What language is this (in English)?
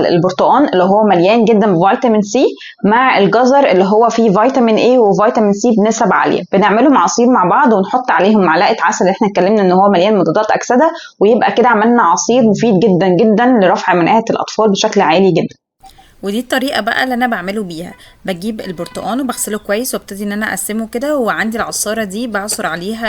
Egyptian Arabic